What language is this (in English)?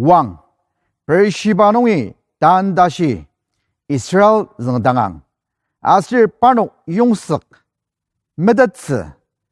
Ao Naga